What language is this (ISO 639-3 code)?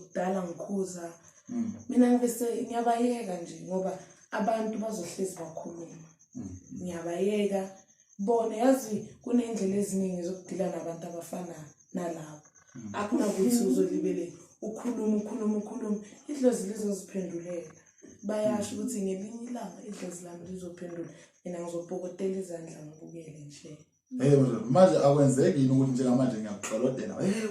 zul